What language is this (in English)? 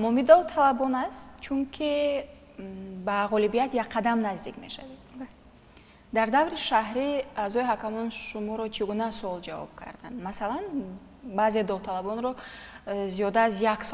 Tajik